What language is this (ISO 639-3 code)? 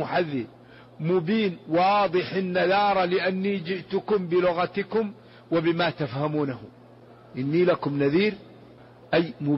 ara